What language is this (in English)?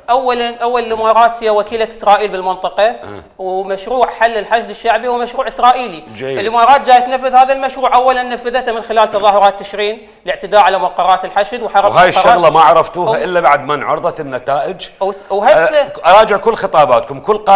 Mesopotamian Arabic